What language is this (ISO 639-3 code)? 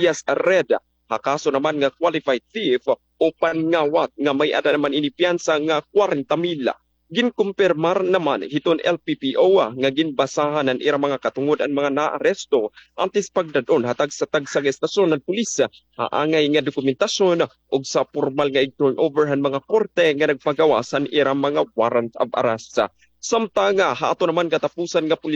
war